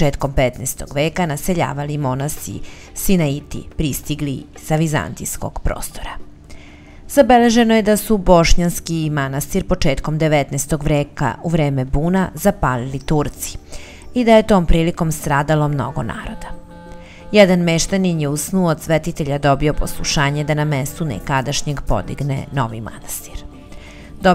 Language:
Serbian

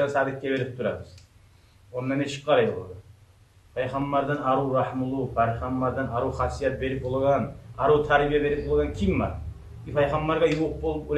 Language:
Kumyk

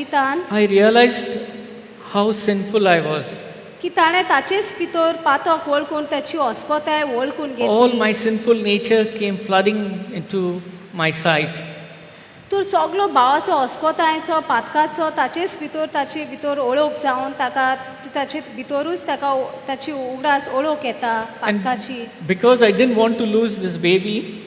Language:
Konkani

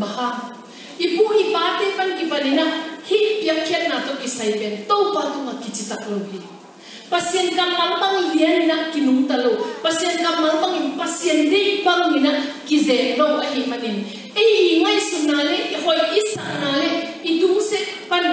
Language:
Tedim Chin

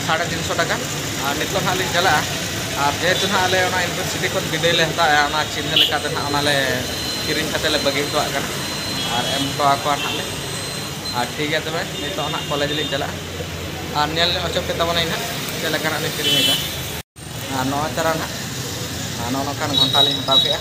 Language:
Santali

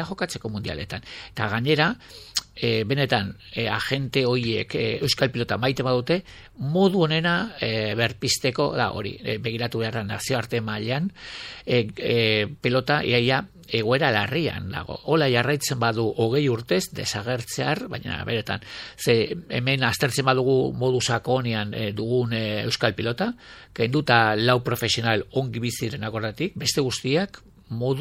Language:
Basque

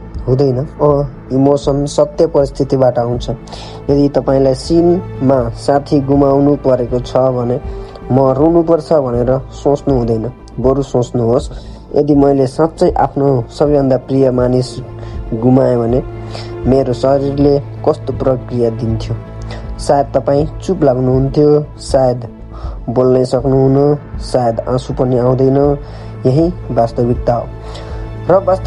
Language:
Nepali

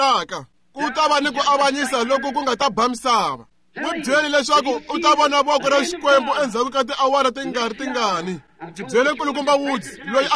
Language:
Tsonga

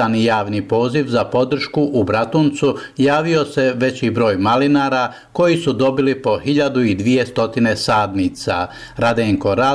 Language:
Serbian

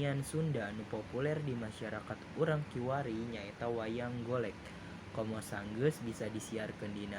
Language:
Sundanese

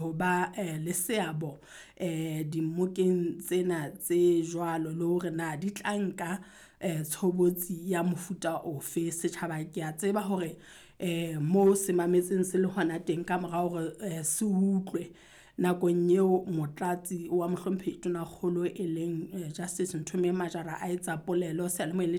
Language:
Southern Sotho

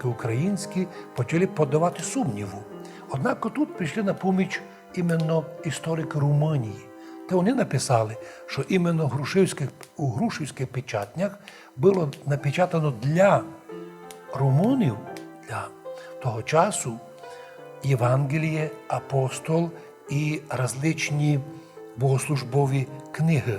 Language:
Rusyn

